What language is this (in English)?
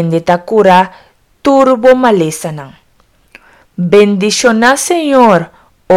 Papiamento